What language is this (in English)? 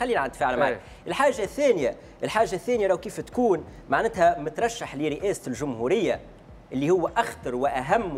Tunisian Arabic